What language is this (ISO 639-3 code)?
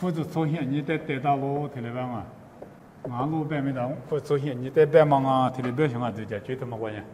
lis